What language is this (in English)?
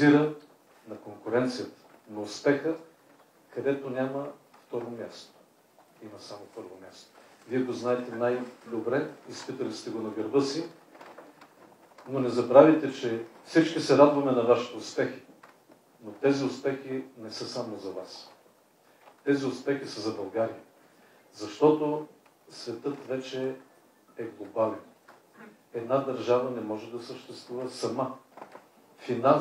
Bulgarian